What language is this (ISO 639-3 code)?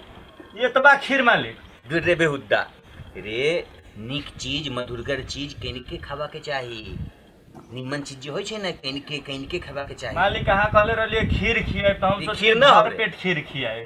mai